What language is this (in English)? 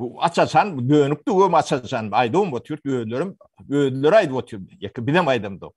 Turkmen